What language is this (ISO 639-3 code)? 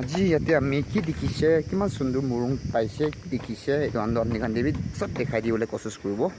nag